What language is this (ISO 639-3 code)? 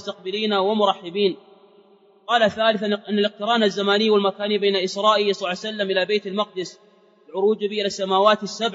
ara